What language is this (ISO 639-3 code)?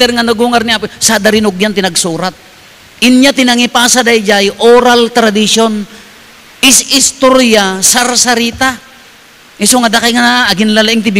ilo